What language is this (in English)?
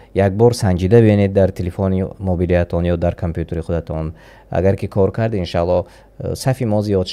Tajik